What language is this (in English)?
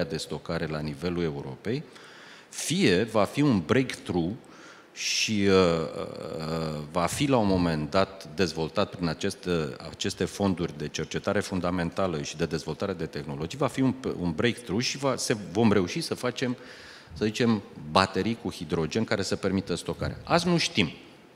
Romanian